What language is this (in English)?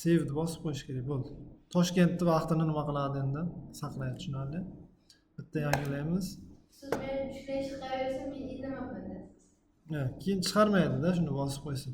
Uzbek